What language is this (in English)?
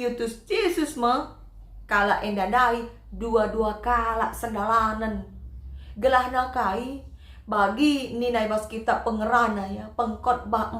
Batak Karo